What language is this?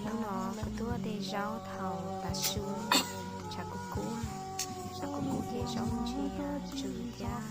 Hmong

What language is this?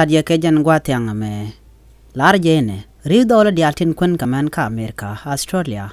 Nuer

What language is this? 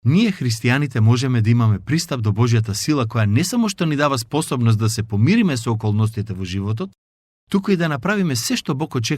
Macedonian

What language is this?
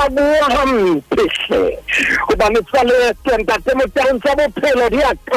Southern Sotho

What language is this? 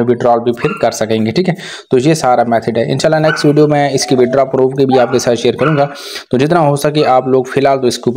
Hindi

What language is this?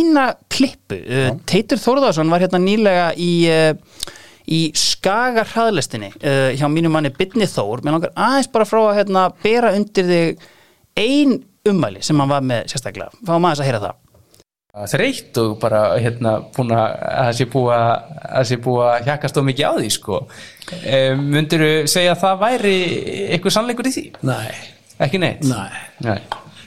Icelandic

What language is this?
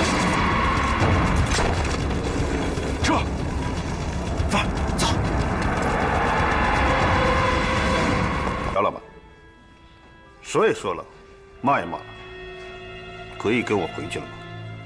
Chinese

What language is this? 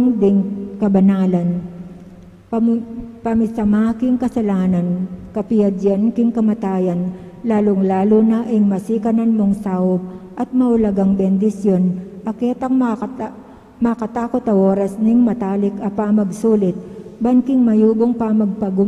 Pampanga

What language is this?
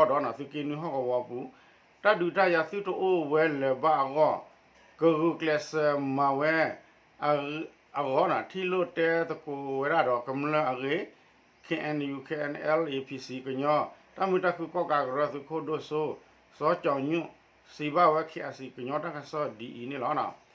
S'gaw Karen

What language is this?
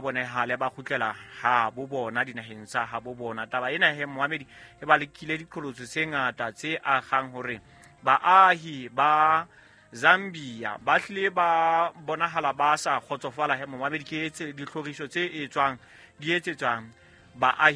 Southern Sotho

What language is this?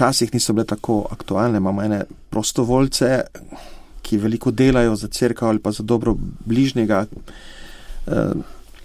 Slovenian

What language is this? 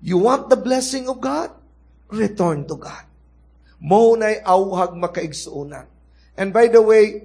Cebuano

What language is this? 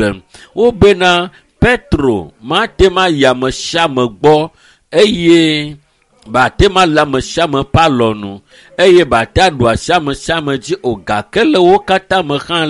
Ewe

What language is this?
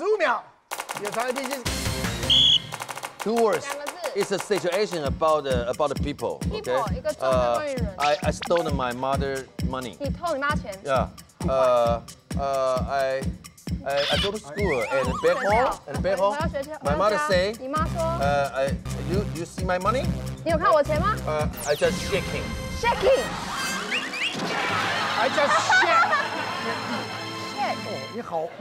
Chinese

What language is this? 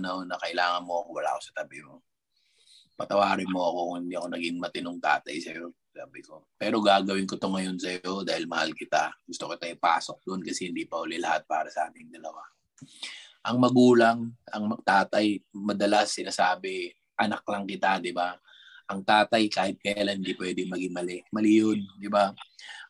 Filipino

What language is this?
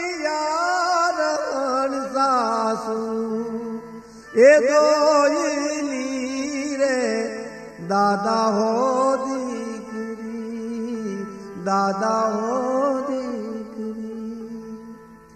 Gujarati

